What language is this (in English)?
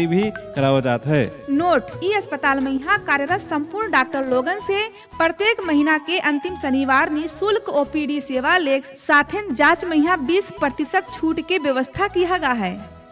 Bhojpuri